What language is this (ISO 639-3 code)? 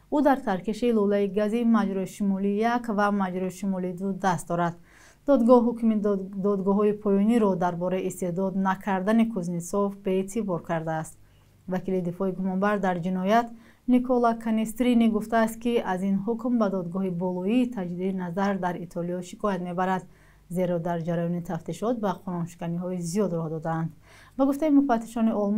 tgk